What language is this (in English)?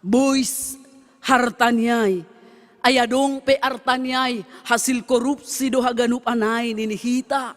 Batak Simalungun